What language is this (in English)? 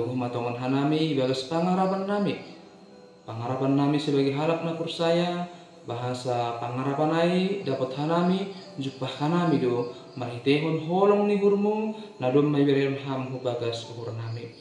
Batak Simalungun